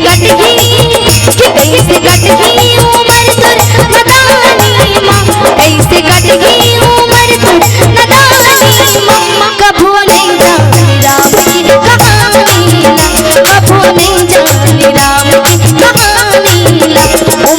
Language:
Chhattisgarhi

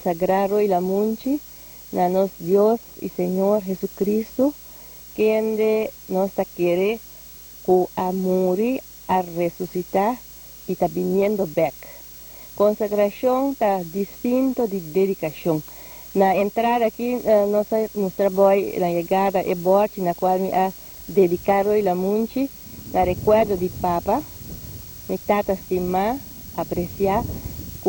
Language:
Papiamento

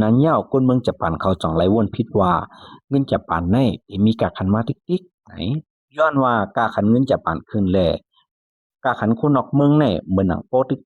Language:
Lao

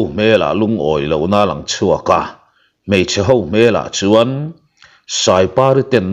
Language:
Mizo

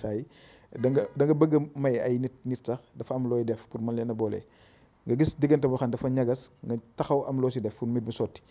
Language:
Wolof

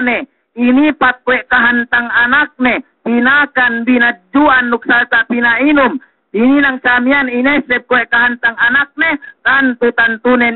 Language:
Yakan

